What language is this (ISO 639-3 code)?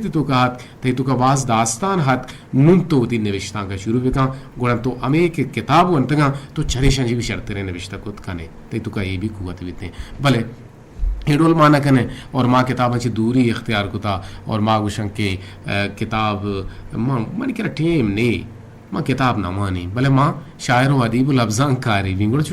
bgp